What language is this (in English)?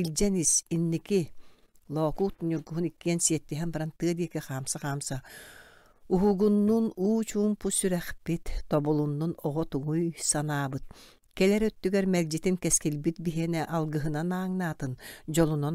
Yakut